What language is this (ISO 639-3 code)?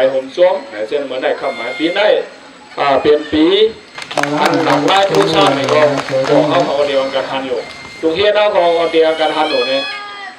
shn